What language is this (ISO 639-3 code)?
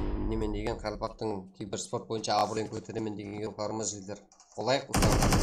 kaa